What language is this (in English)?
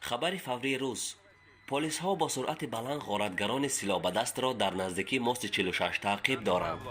Tajik